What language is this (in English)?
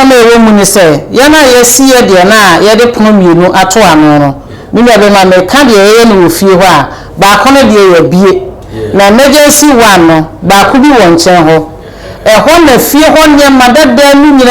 Akan